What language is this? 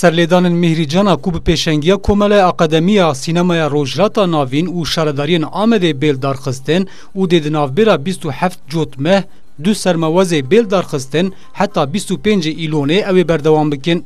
Kurdish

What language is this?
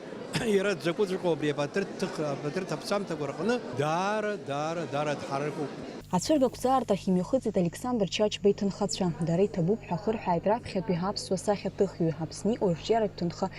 Abkhazian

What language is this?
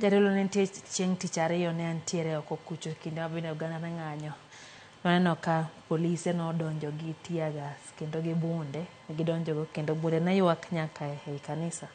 Luo (Kenya and Tanzania)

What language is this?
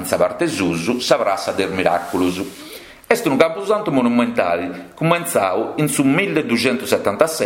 Sardinian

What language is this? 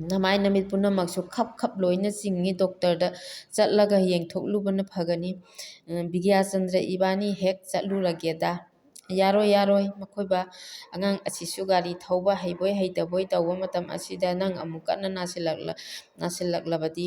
Manipuri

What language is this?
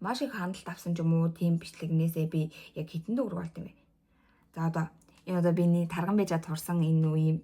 Mongolian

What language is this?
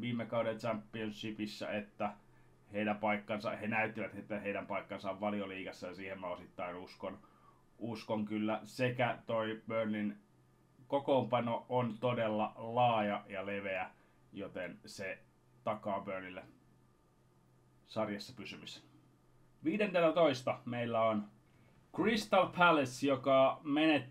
Finnish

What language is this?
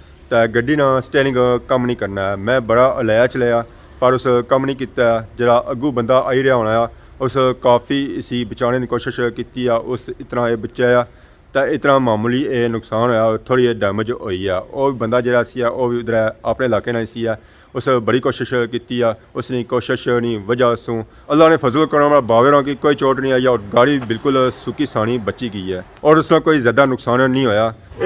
Pahari-Potwari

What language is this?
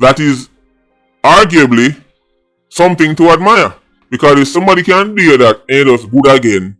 Jamaican Creole English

